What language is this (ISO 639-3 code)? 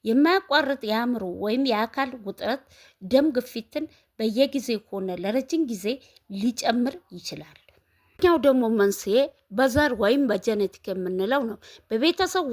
amh